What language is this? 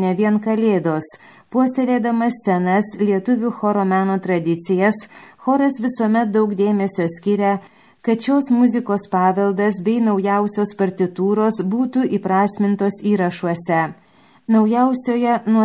Lithuanian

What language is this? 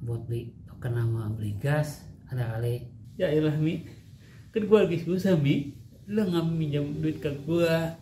Betawi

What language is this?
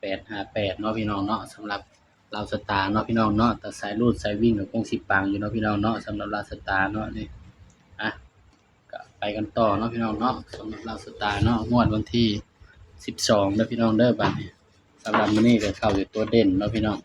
Northeastern Thai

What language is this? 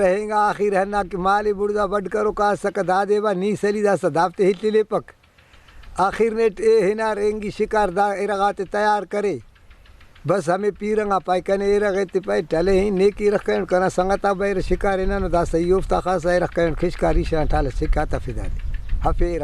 Brahui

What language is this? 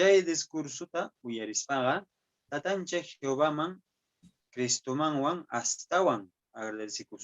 Quechua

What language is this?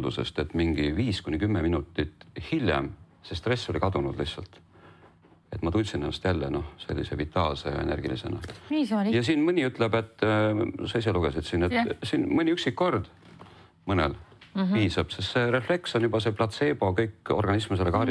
Estonian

